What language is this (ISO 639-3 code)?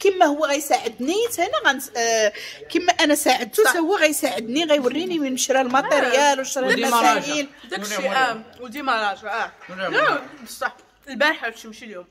ary